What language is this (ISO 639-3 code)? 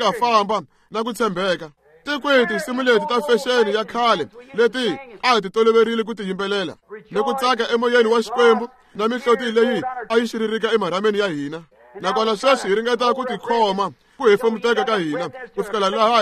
tso